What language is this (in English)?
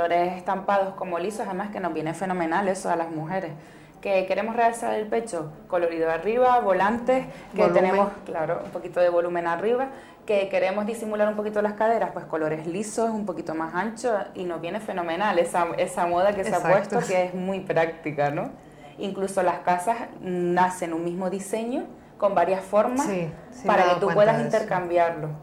Spanish